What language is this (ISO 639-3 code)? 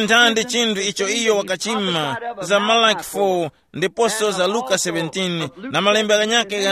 tum